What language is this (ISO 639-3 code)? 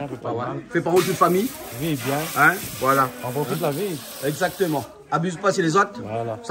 rcf